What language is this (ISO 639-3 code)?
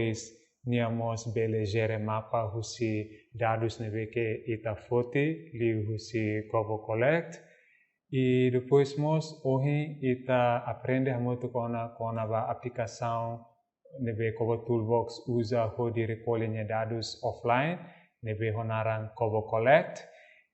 tet